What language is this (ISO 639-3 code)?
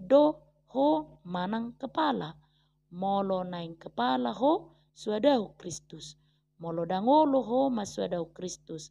bbc